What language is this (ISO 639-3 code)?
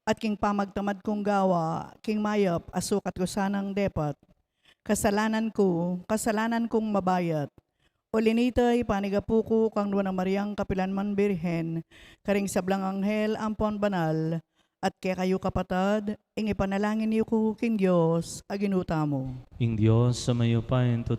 pam